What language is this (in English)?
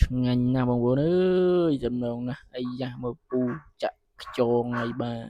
Khmer